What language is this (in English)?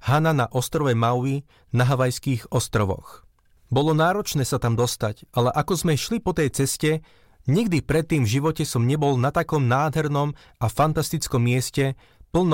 Slovak